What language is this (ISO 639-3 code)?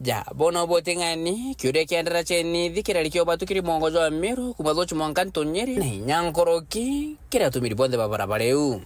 mer